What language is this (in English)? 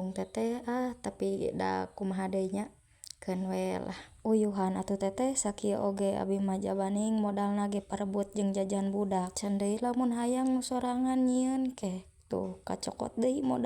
Sundanese